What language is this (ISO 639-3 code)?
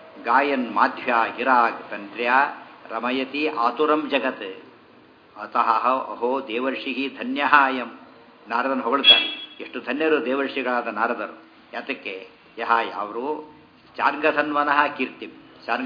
kan